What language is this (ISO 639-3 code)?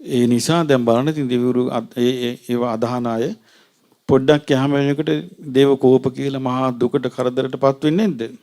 sin